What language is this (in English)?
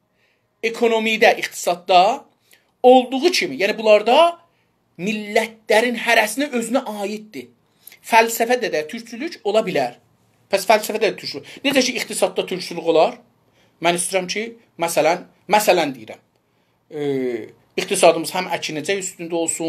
South Azerbaijani